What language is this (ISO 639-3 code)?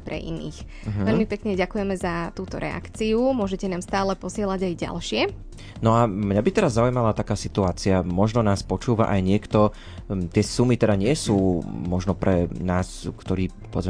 slk